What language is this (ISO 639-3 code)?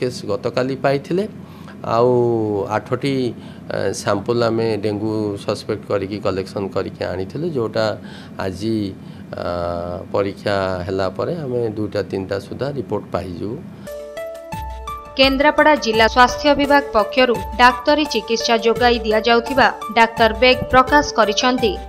ori